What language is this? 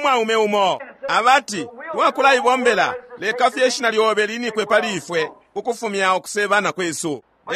Bemba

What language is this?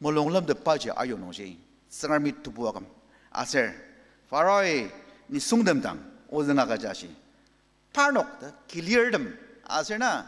Ao Naga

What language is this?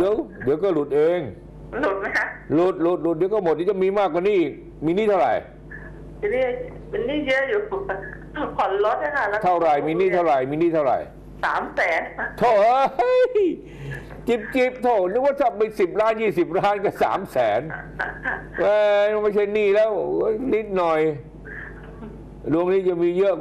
Thai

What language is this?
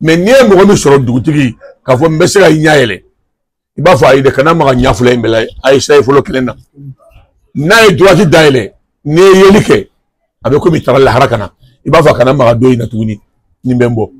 Bambara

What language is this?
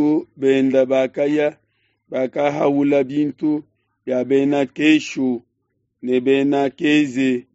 Luba-Lulua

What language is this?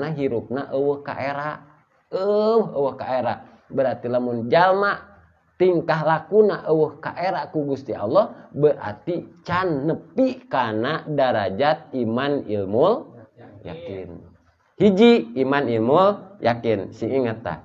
Sundanese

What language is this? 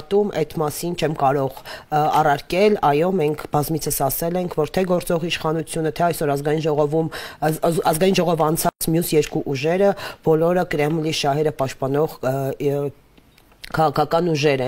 Armenian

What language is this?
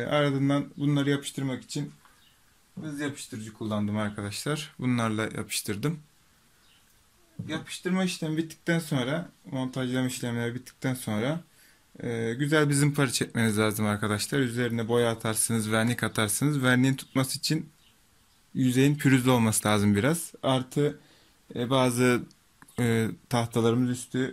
Turkish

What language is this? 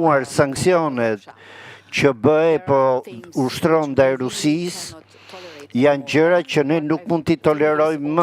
Albanian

